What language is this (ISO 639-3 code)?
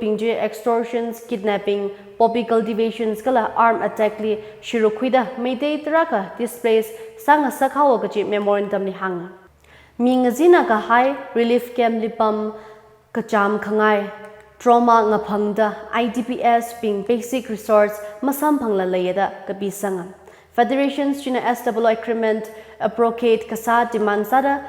nmf